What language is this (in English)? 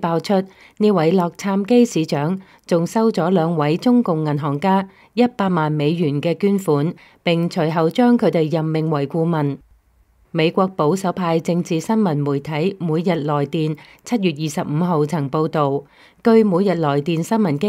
Cantonese